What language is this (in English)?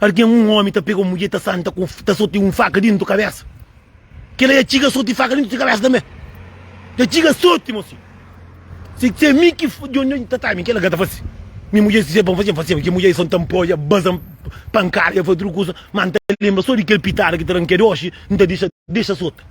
Kabuverdianu